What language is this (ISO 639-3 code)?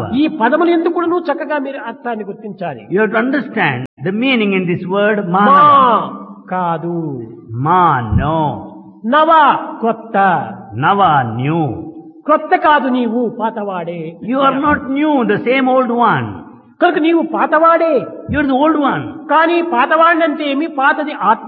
tel